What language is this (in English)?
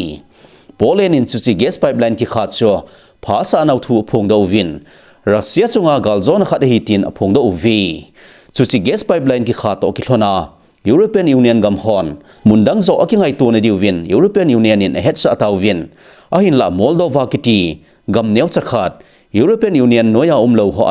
Thado Chin